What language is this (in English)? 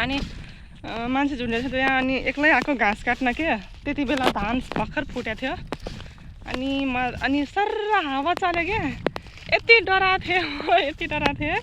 Nepali